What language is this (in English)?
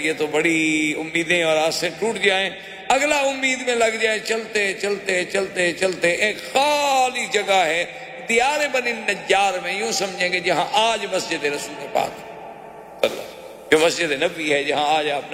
Urdu